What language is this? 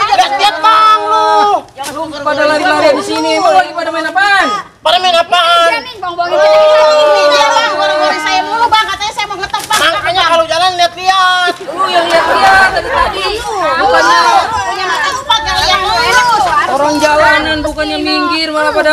Betawi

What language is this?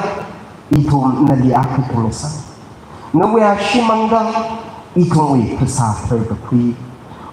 Tangkhul Naga (India)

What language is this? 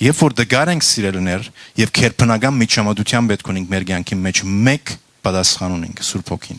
Western Armenian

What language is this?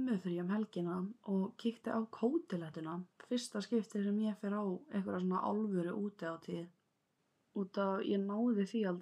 Icelandic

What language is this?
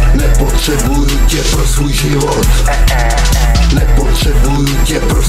Czech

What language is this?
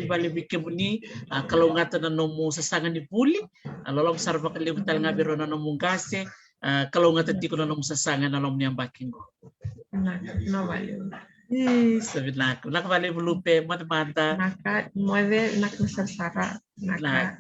Fijian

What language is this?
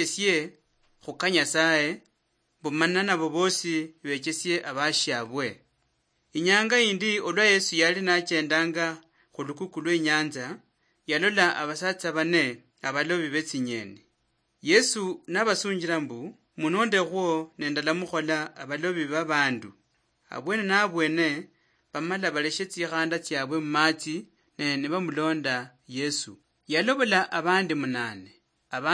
Luyia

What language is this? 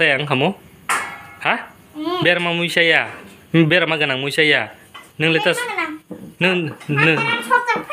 Kok Borok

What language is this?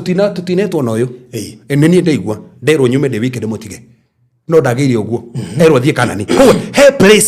Kikuyu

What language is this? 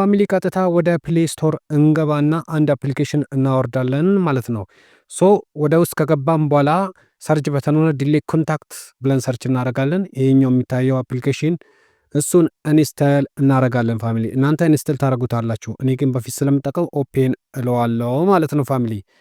Amharic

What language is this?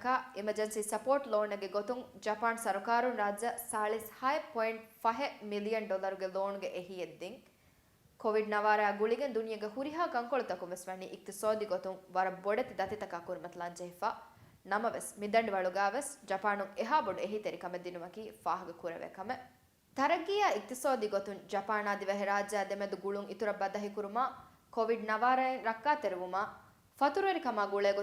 Divehi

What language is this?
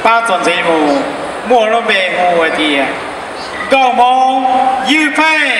Hmong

